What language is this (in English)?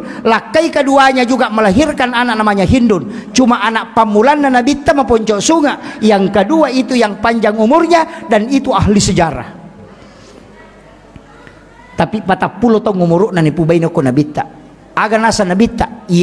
Buginese